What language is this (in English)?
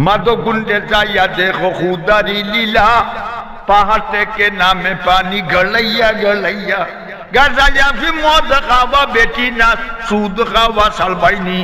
Sylheti